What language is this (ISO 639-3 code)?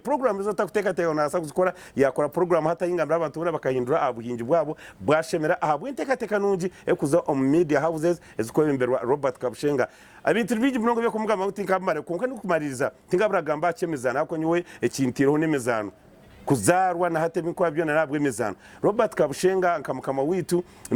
nyn